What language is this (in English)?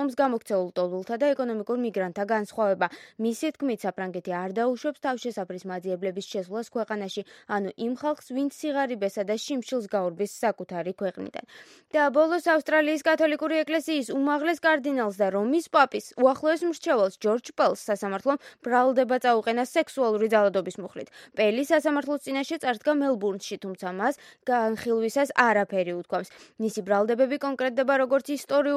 Georgian